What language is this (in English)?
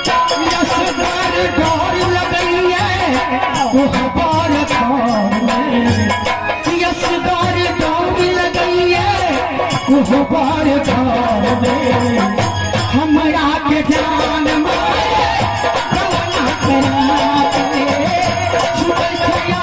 Maithili